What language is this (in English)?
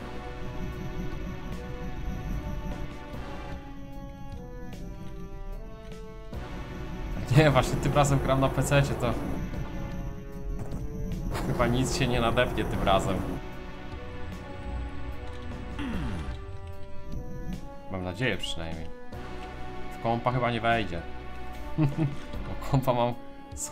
Polish